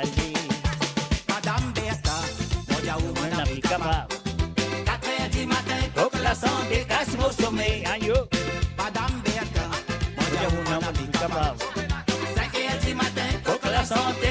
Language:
Morisyen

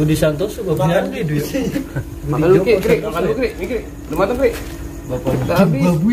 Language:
Betawi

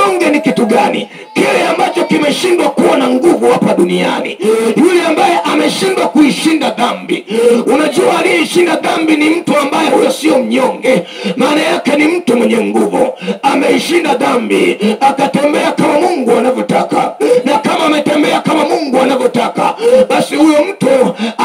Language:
Swahili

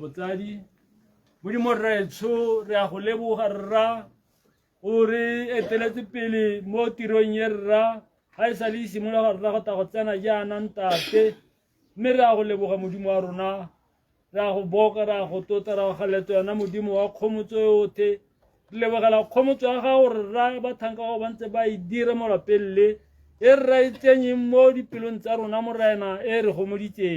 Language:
Tswana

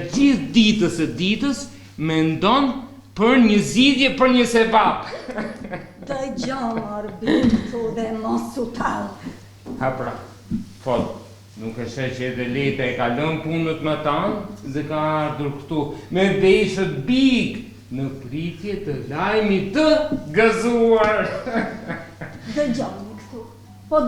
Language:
Albanian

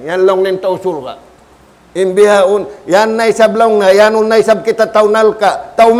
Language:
Tausug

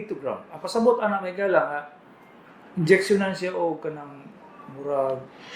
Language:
Cebuano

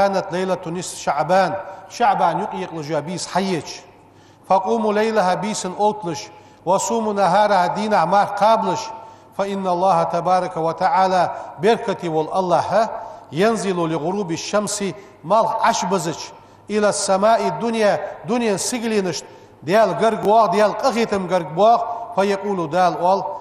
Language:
Ingush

